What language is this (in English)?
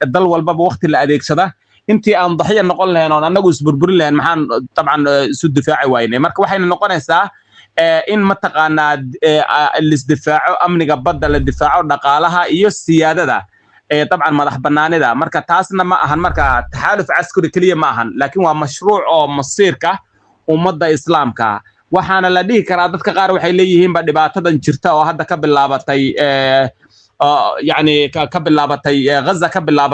Somali